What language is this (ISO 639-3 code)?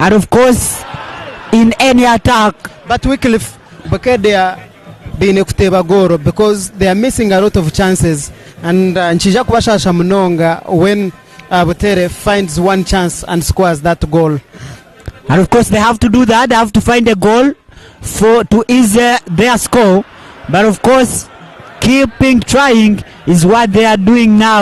nyn